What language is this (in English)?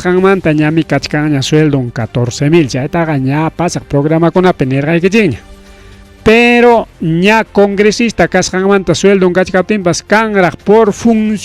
Ayacucho Quechua